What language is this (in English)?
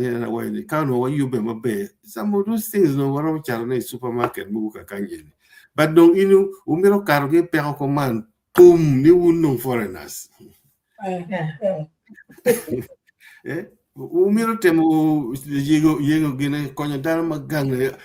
Acoli